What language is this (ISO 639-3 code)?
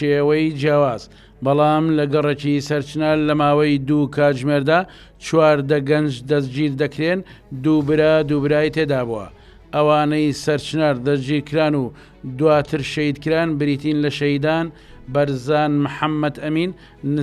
ckb